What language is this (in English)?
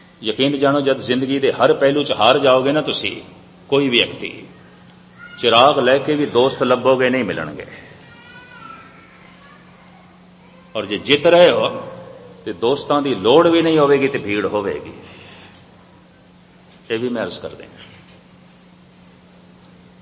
Punjabi